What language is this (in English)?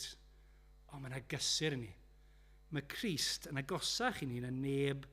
Welsh